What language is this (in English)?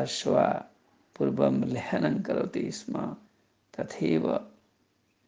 Sanskrit